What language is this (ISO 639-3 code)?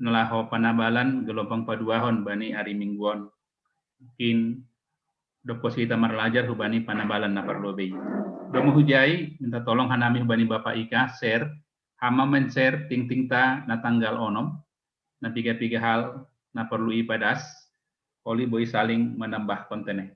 bts